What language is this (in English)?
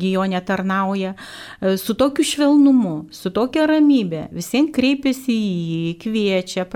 Lithuanian